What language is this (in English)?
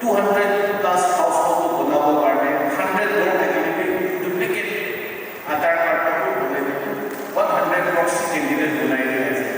Naga Pidgin